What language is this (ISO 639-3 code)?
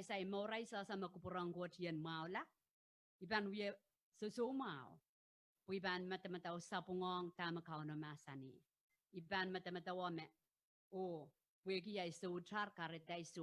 pon